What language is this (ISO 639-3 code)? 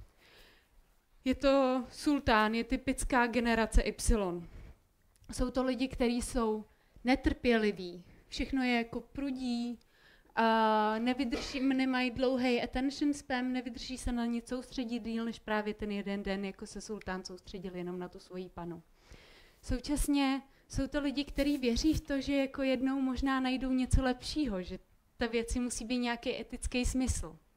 ces